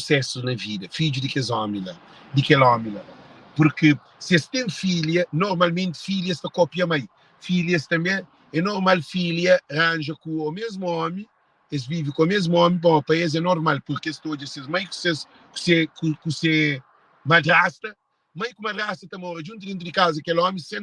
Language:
Kabuverdianu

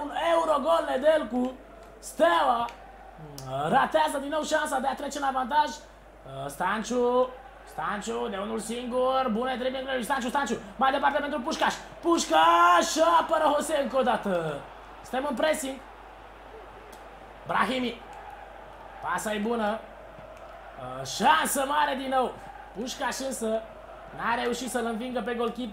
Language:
Romanian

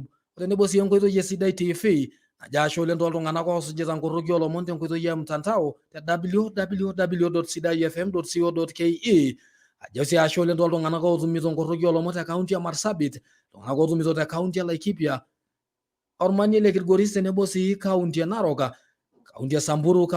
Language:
Masai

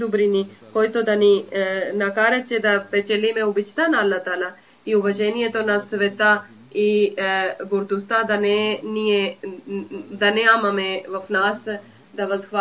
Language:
Bulgarian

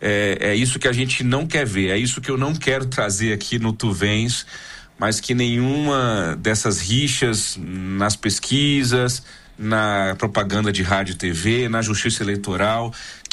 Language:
Portuguese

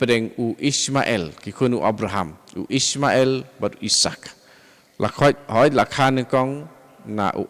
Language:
Khasi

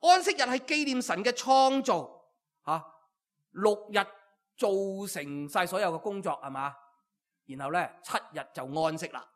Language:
Cantonese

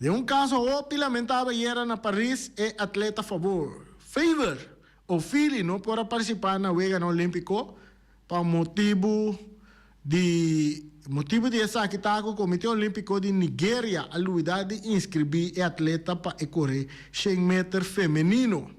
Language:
Papiamento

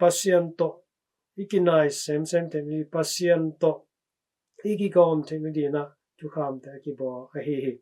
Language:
Tedim Chin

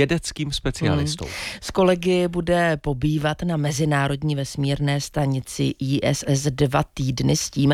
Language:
Czech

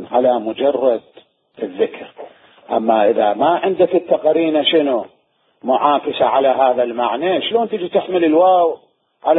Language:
Mesopotamian Arabic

